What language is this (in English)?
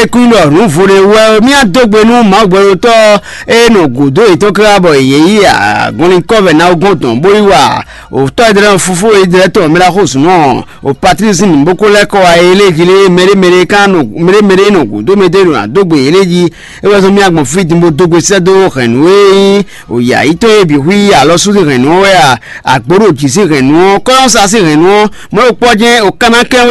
Fon